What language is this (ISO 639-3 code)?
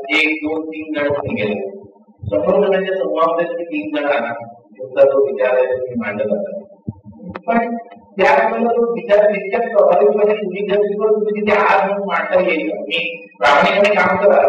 mar